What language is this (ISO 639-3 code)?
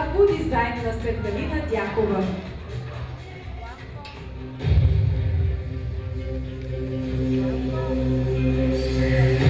bul